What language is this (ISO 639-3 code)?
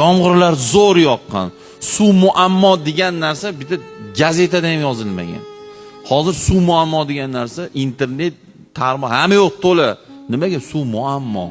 uzb